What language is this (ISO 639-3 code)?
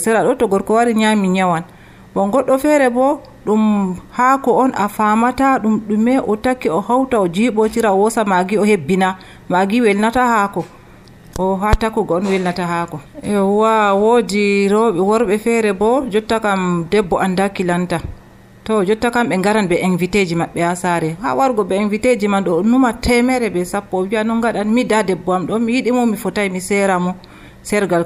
fuv